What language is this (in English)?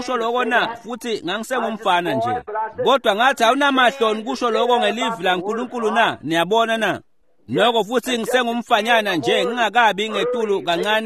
Swati